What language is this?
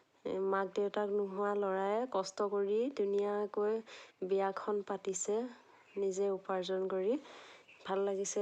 Assamese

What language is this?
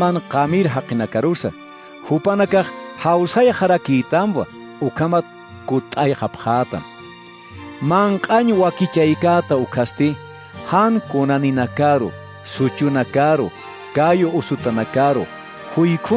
Aymara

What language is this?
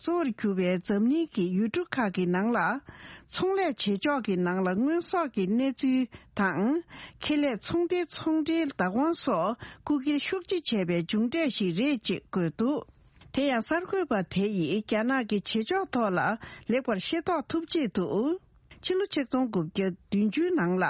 Tibetan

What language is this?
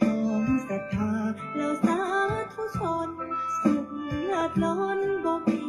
Pali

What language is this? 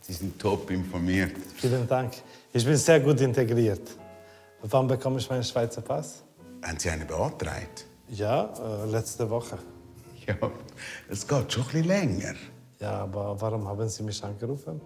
Swiss German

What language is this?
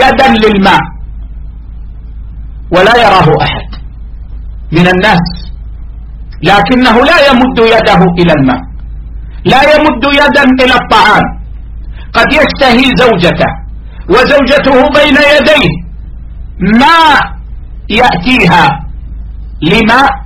Arabic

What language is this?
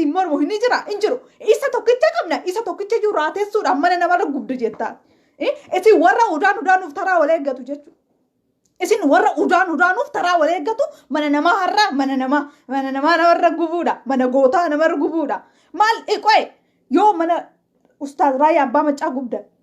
Oromo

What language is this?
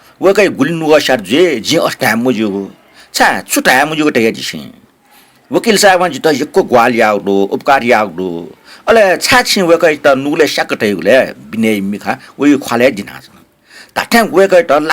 Newari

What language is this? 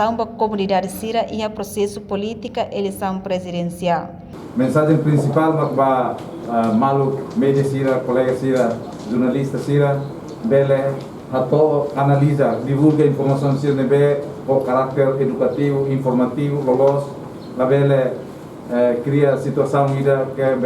Tetum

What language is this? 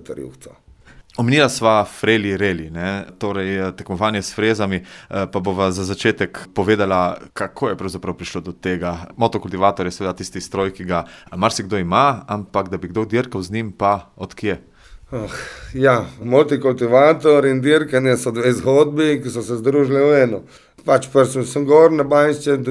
Slovenian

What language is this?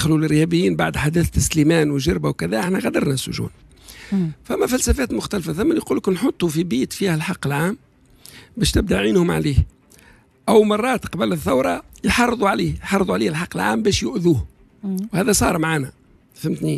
Tunisian Arabic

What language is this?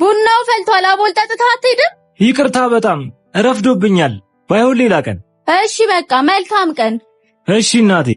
Amharic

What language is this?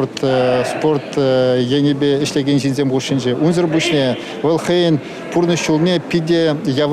Chuvash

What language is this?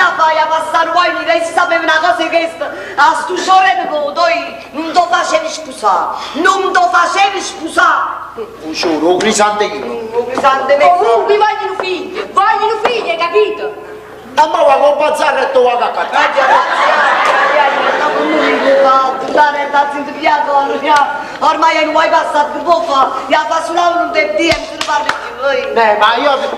Neapolitan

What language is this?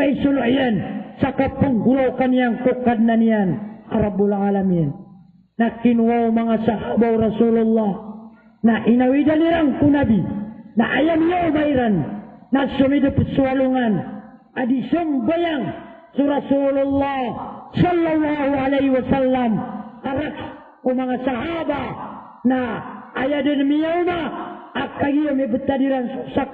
Maranao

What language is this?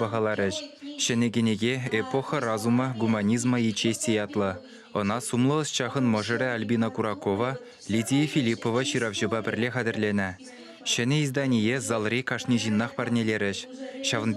Chuvash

